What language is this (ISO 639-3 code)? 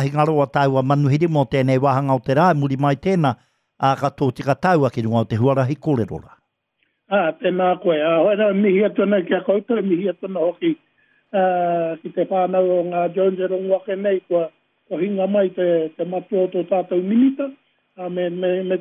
mri